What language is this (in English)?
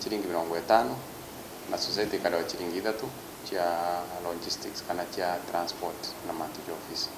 Meru